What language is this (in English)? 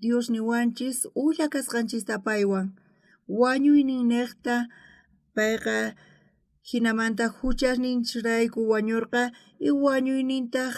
South Bolivian Quechua